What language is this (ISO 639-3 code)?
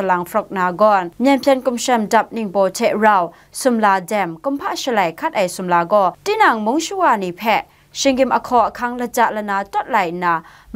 kac